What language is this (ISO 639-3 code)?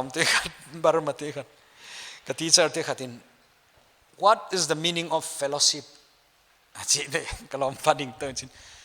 pck